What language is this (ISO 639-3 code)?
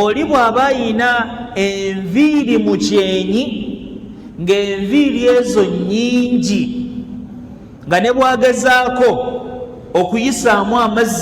lug